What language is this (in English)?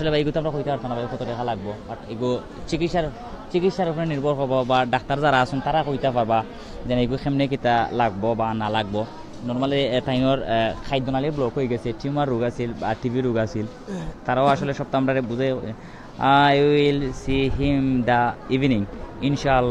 Sylheti